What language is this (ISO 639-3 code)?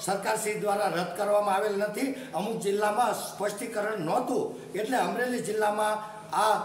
guj